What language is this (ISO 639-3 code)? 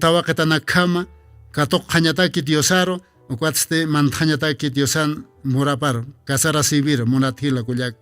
aym